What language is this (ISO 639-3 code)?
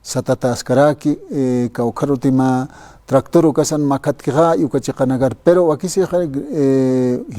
aym